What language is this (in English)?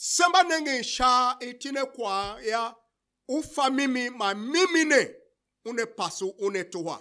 Tiv